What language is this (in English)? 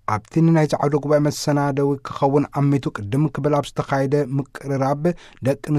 Tigrinya